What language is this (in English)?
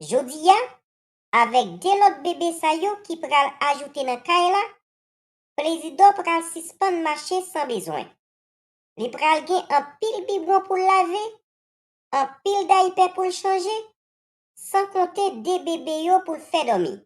Haitian Creole